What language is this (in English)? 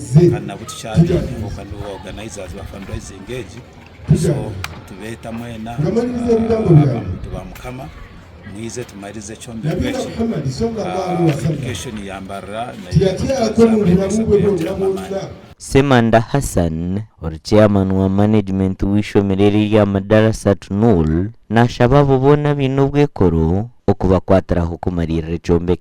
Nyankole